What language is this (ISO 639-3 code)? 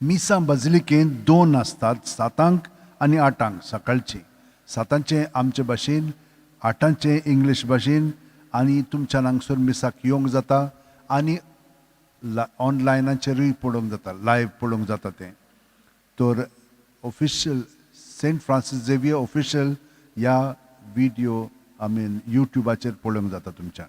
kok